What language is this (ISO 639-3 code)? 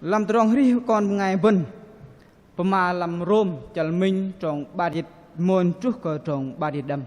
bdq